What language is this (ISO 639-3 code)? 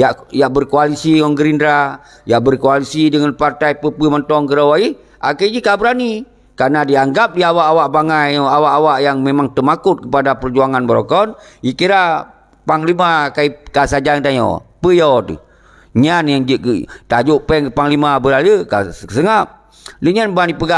ace